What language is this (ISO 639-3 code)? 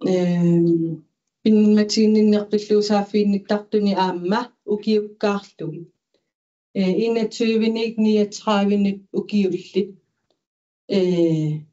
kal